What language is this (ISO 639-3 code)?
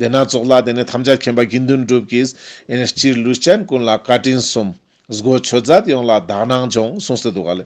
lbj